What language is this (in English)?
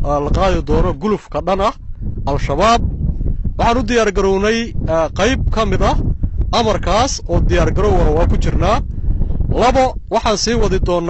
Somali